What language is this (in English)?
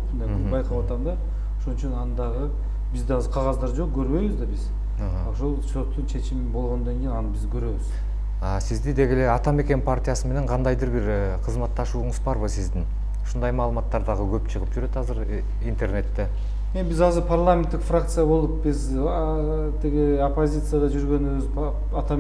Kyrgyz